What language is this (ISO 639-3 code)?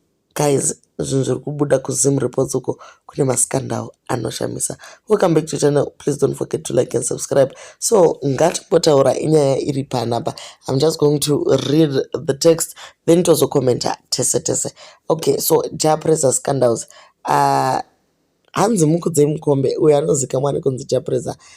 sna